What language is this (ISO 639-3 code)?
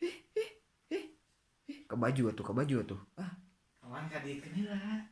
sun